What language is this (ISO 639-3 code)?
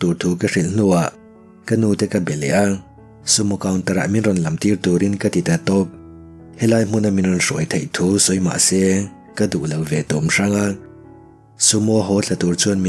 lus